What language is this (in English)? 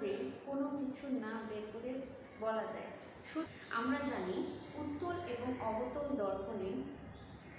Bangla